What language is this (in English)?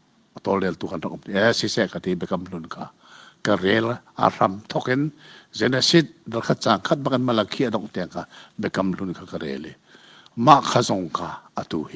Hakha Chin